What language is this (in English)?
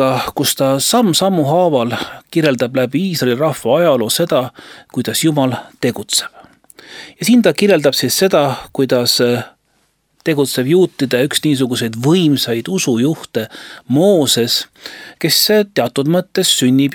Estonian